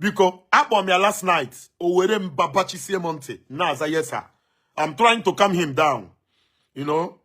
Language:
Igbo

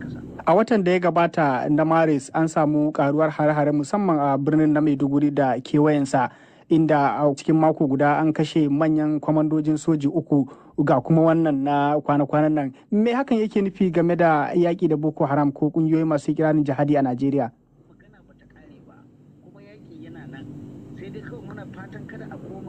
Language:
Hausa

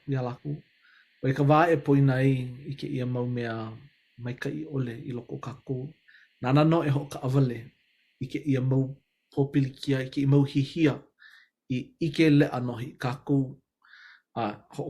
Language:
Hawaiian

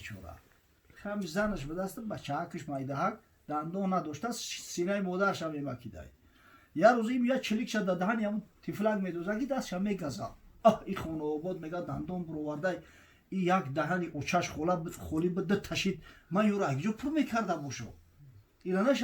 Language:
Tajik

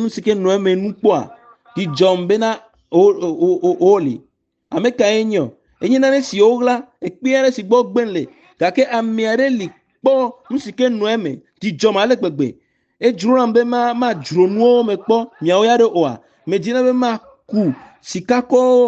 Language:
Ewe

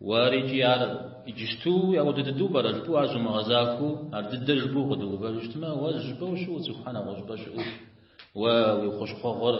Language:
Kabardian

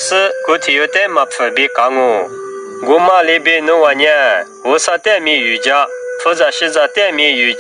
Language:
Lisu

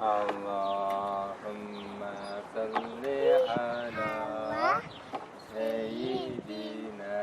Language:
Kurdish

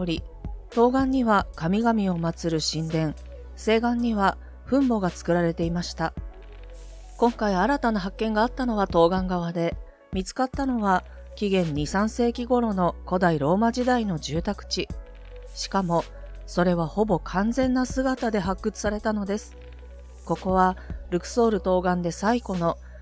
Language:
Japanese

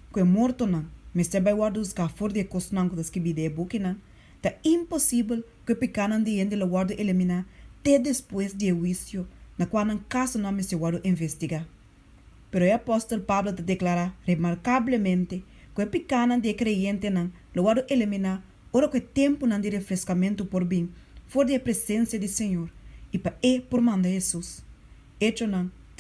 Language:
Papiamento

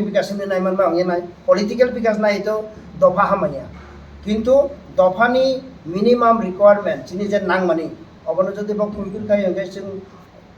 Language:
Kok Borok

